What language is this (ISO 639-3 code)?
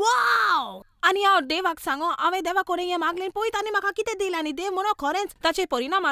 kok